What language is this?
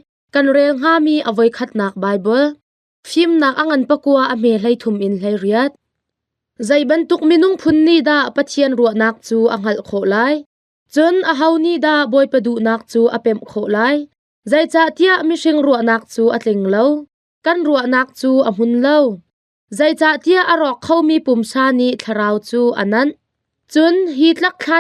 Hakha Chin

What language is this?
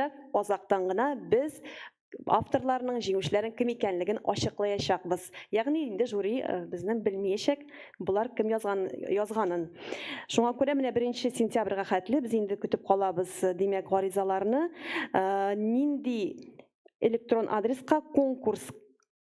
Tatar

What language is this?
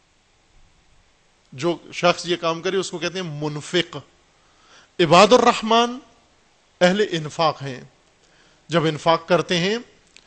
Urdu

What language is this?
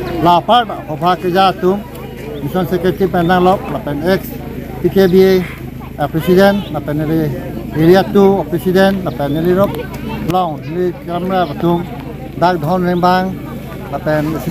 Karbi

